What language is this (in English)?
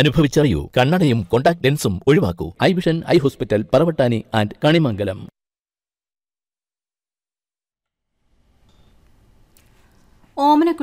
Malayalam